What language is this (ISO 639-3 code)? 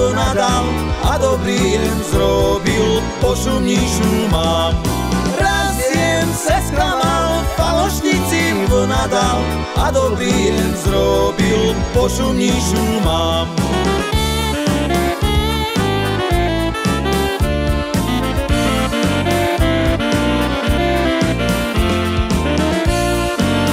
slk